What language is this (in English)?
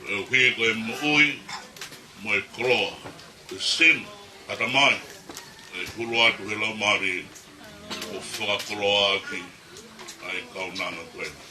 Tongan